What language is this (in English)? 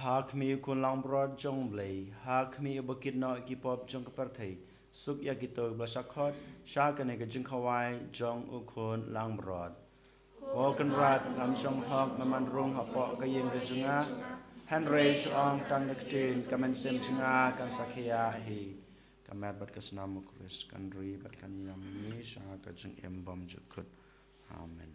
Khasi